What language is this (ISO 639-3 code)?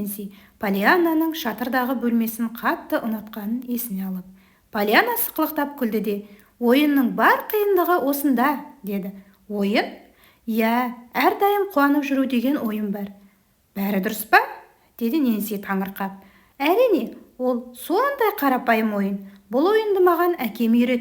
kaz